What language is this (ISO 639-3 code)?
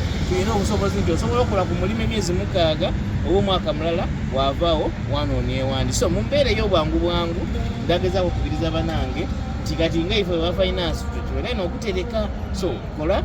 xog